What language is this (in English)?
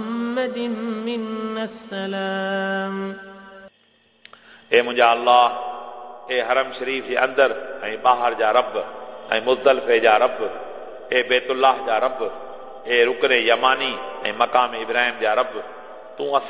Sindhi